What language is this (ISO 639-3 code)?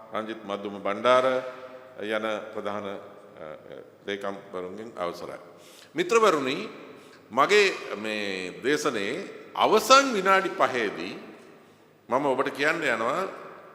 sin